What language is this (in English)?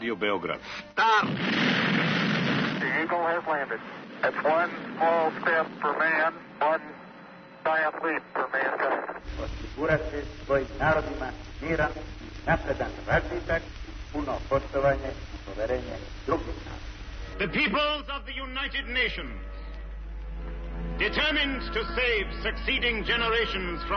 Serbian